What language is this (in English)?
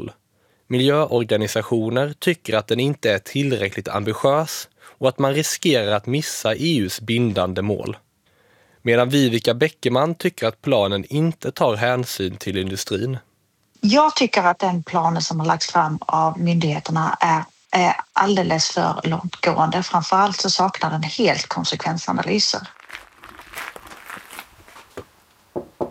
Swedish